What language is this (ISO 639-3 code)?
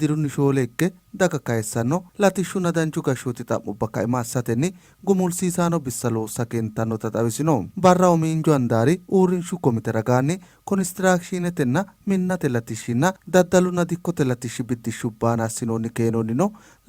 sid